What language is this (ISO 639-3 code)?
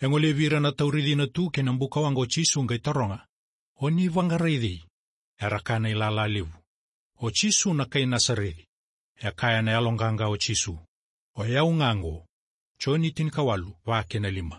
fij